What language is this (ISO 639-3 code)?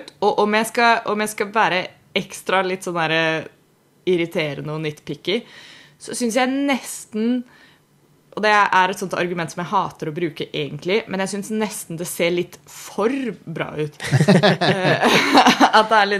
nor